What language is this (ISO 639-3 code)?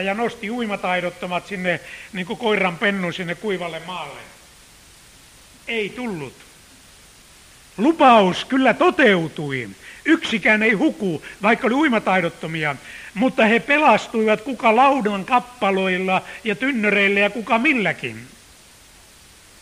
fin